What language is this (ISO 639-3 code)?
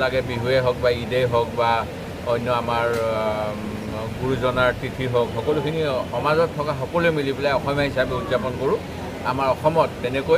asm